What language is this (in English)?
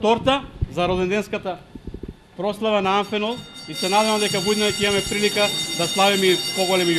Macedonian